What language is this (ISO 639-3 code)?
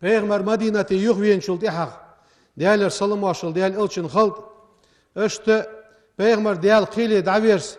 inh